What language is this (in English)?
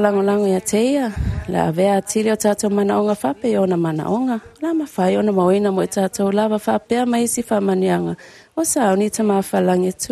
Samoan